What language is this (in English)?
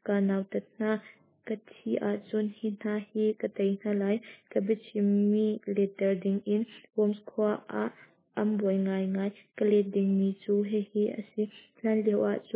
Hakha Chin